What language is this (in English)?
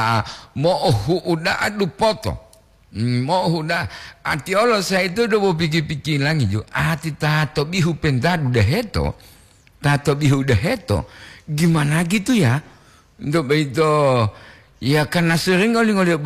Gorontalo